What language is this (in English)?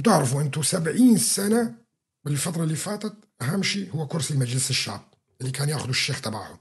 North Levantine Arabic